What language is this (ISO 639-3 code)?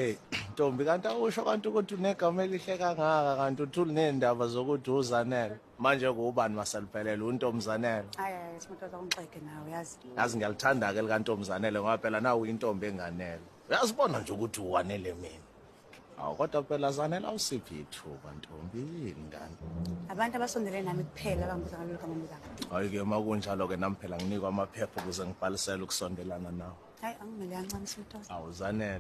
zul